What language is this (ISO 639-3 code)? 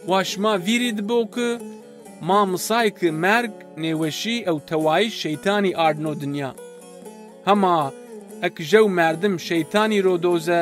zza